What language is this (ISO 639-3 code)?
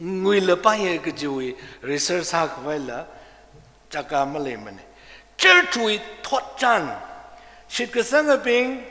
nmf